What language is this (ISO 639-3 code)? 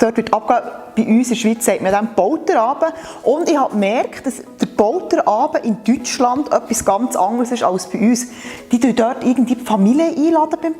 gsw